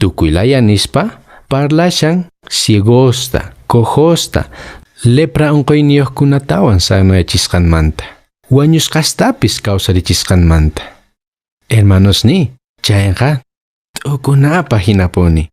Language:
Quechua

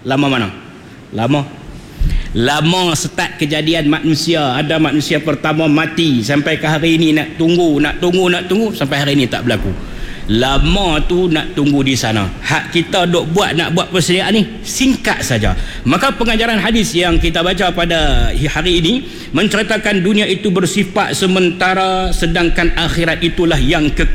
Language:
Malay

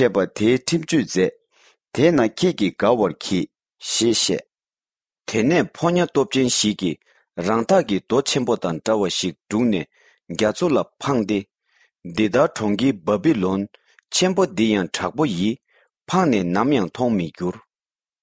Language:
Tibetan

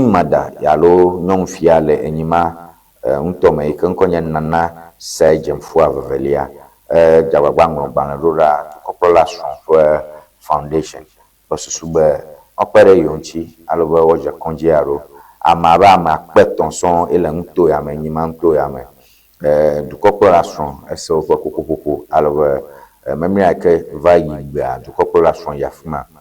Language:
Ewe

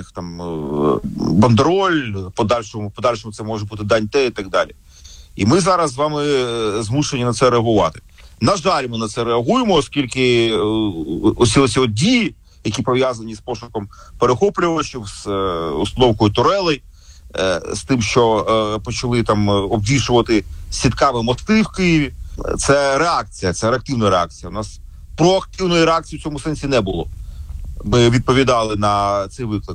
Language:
Ukrainian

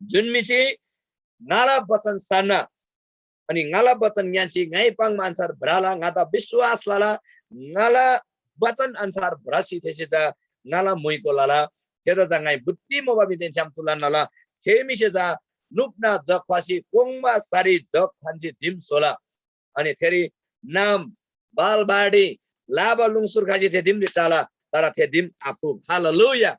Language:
Eastern Tamang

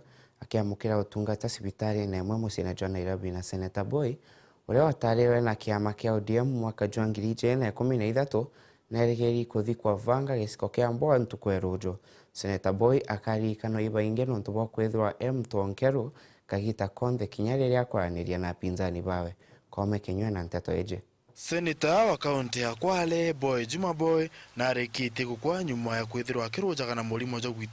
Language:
Meru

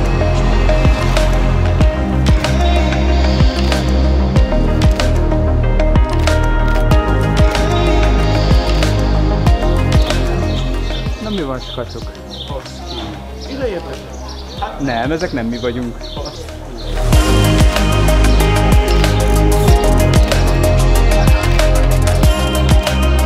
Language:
Hungarian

